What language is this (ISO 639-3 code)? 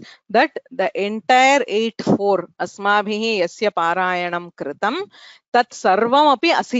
san